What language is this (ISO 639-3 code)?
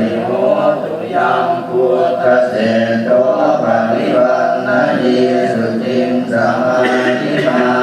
pli